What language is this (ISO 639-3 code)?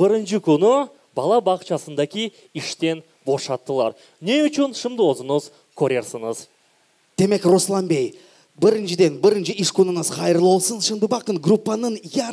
crh